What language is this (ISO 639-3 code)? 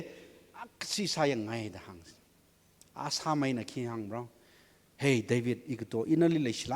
nmf